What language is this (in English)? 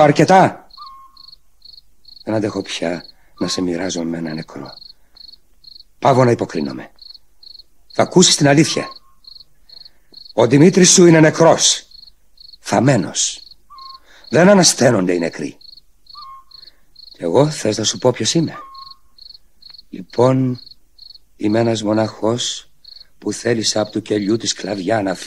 Greek